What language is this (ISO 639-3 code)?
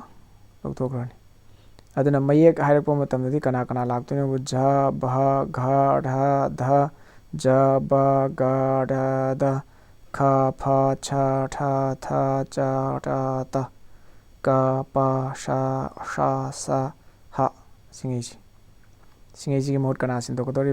mni